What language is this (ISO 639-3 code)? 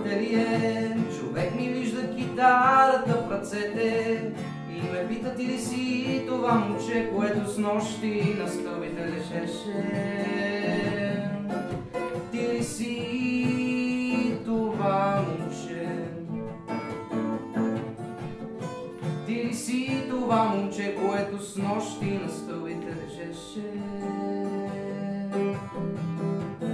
bul